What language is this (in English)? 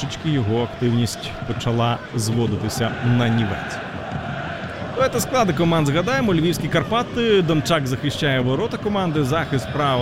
Ukrainian